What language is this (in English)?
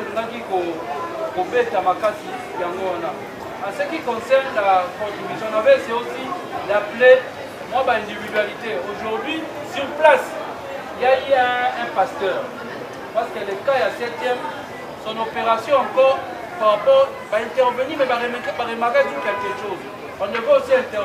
Lingala